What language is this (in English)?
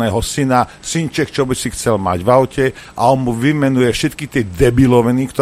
Slovak